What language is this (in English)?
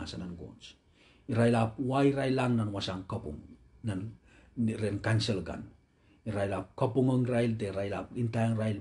Pohnpeian